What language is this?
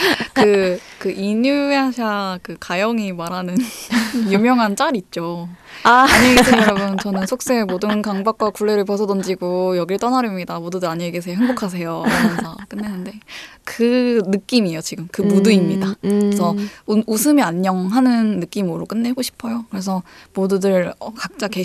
Korean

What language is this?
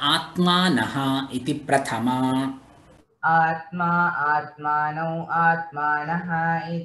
Sanskrit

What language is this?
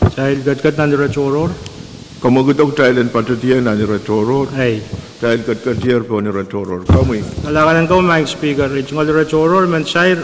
Pohnpeian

